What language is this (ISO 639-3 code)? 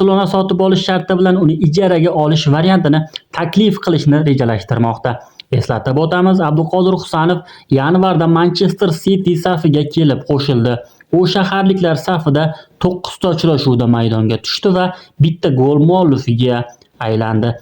uzb